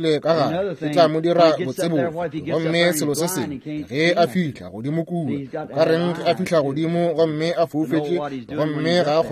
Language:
Northern Sotho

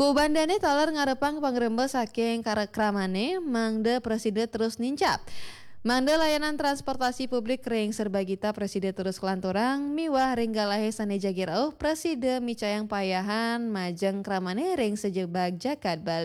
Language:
Balinese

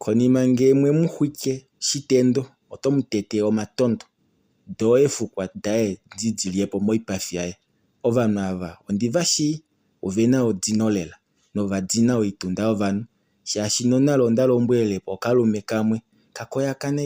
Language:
Kuanyama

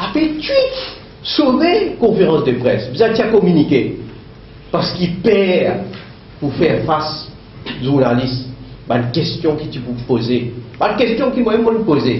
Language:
Morisyen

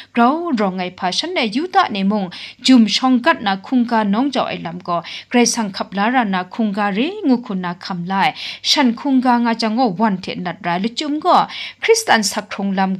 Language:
Kachin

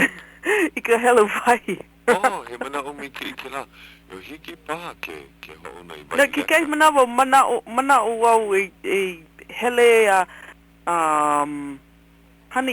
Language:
Hawaiian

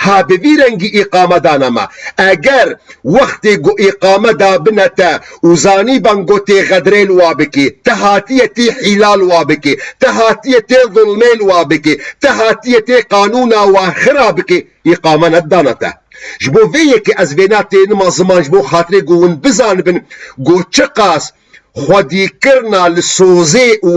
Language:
Kurdish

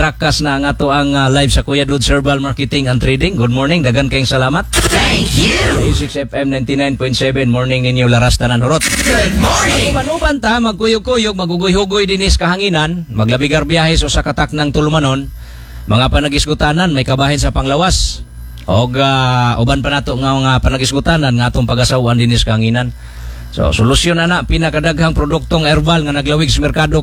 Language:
Cebuano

